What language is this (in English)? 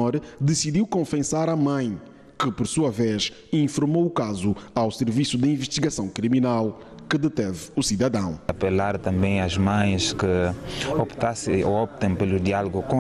Portuguese